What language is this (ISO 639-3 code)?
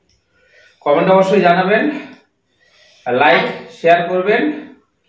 ben